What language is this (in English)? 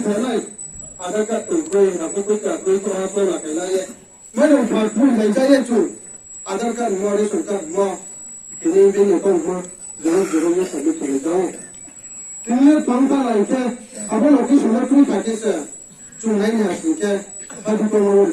Riang (India)